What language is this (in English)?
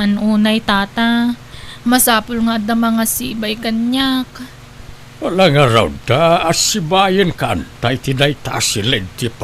Iloko